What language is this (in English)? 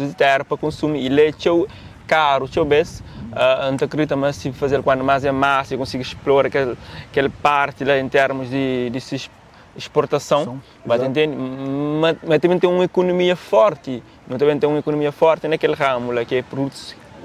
Kabuverdianu